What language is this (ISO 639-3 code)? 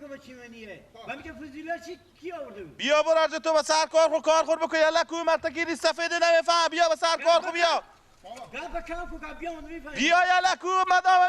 fas